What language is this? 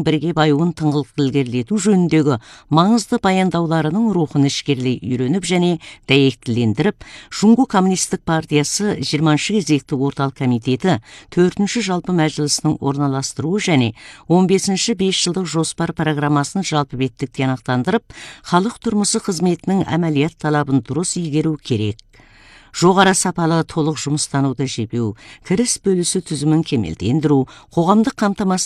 Kazakh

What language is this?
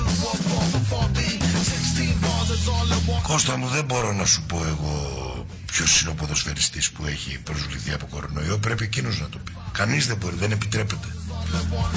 Greek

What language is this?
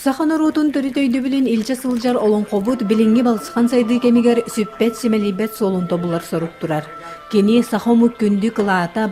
Yakut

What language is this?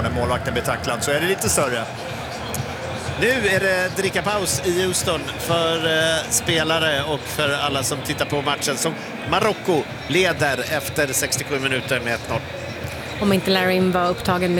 Swedish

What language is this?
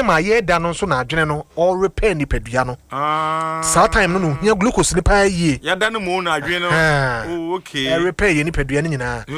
Akan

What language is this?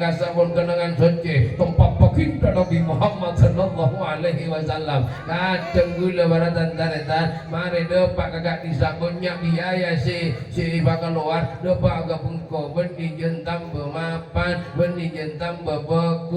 Madurese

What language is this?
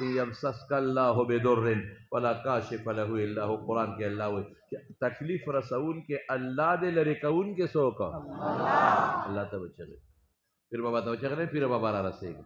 Pashto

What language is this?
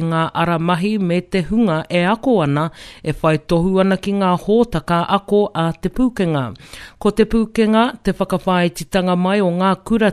Māori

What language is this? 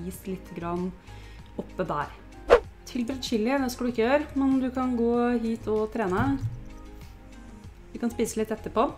Norwegian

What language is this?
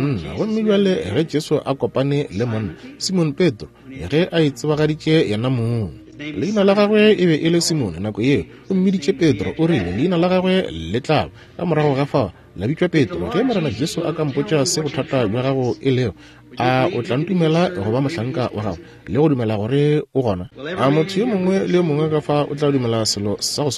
Northern Sotho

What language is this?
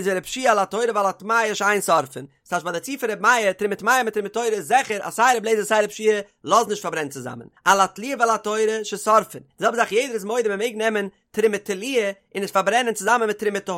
Yiddish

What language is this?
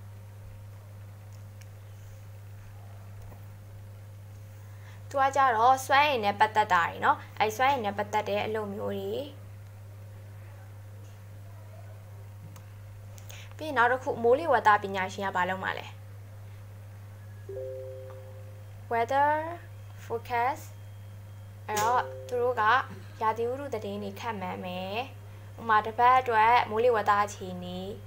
Burmese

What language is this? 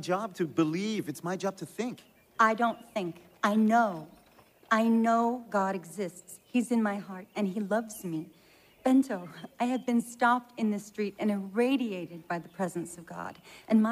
English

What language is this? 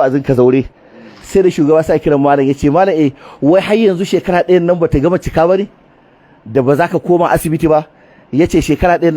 Hausa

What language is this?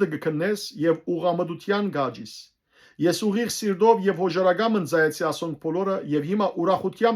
Western Armenian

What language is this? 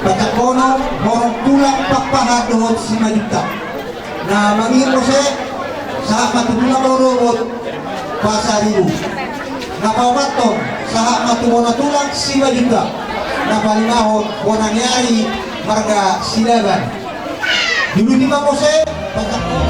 Batak Toba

